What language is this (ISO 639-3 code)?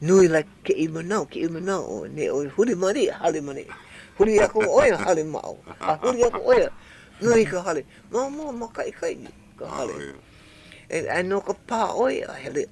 haw